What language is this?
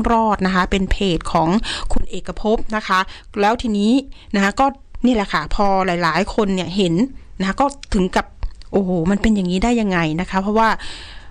Thai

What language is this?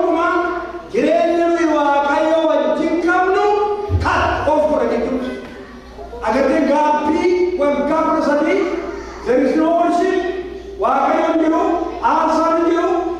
Oromo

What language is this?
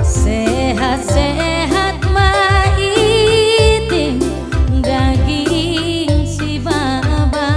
Batak Karo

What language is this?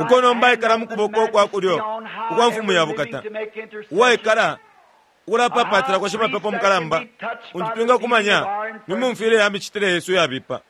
Bemba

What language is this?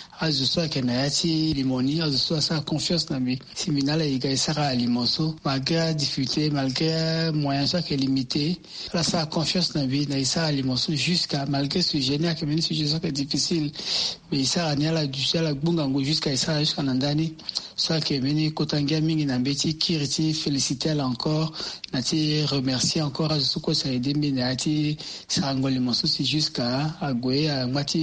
Sango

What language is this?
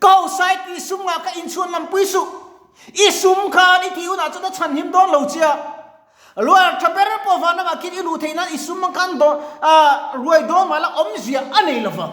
Mizo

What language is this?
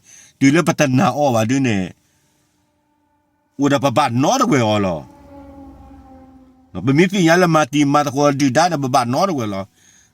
S'gaw Karen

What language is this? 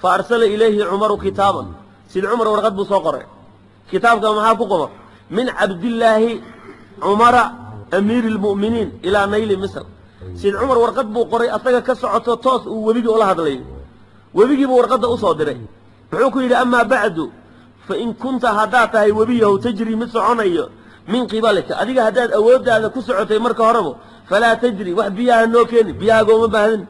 Somali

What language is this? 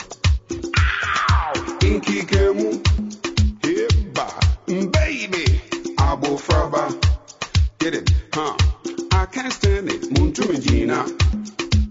Greek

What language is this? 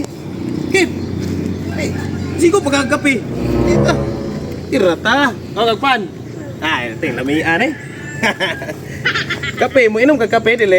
Cebuano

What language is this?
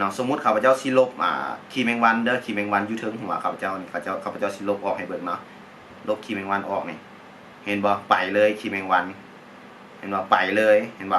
Lao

